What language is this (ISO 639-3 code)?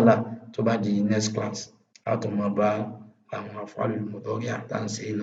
yor